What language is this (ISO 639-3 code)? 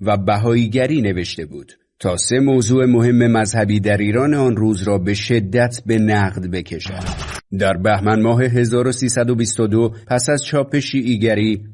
fas